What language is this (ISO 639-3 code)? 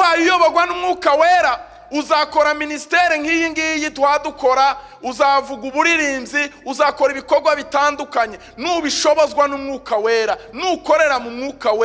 kin